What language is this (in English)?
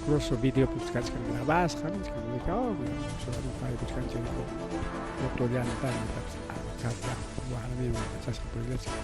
Ayacucho Quechua